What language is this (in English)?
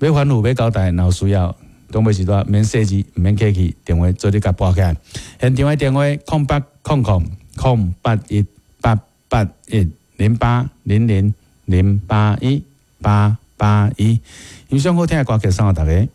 Min Nan Chinese